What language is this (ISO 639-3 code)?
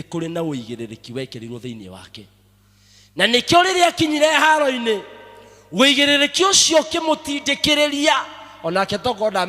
kik